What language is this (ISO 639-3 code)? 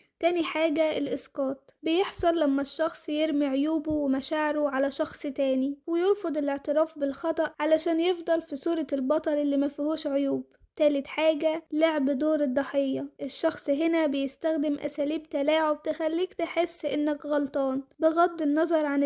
arz